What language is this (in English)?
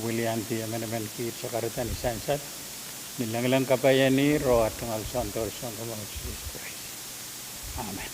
Pohnpeian